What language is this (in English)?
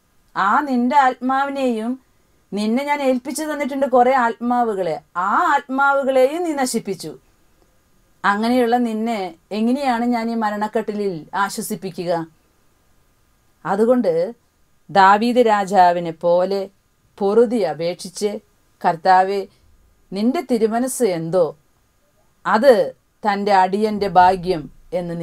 Malayalam